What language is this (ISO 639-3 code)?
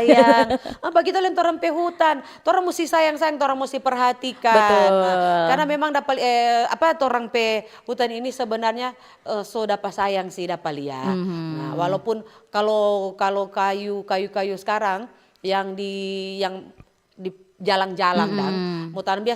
xmm